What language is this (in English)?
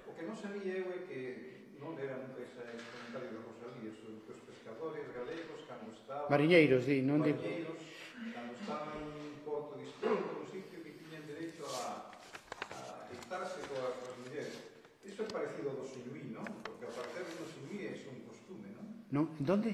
Galician